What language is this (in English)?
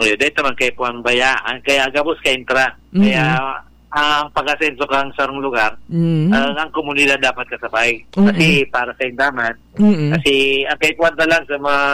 Bikol